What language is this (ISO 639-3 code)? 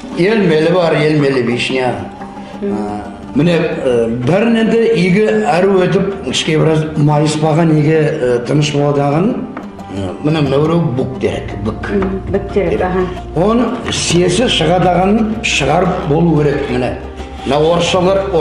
nog